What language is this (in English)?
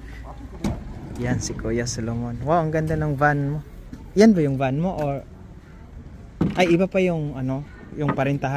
Filipino